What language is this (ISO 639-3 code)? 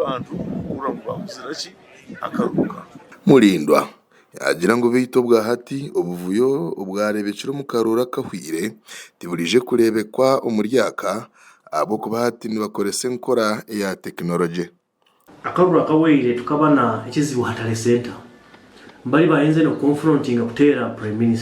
nyn